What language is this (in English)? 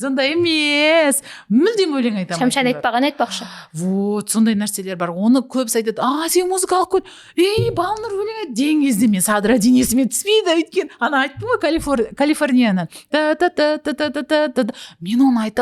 Kazakh